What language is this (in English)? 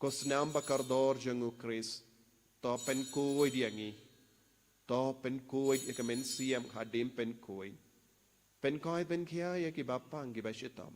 Khasi